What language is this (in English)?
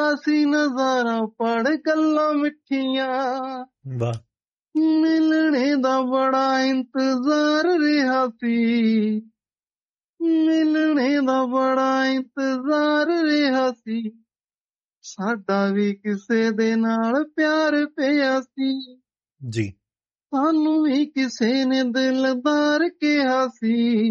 Punjabi